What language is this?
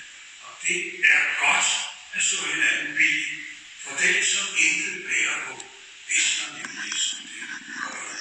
Danish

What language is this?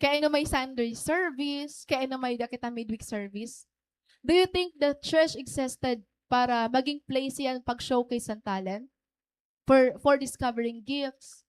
Waray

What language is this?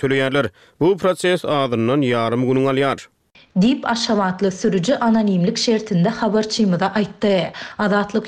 Turkmen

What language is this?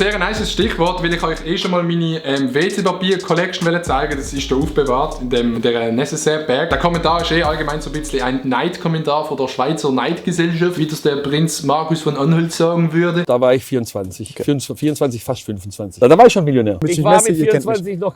Swiss German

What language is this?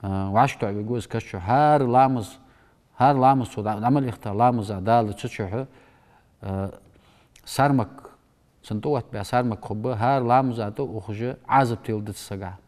Ingush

